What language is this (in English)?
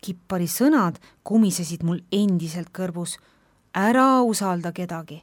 Estonian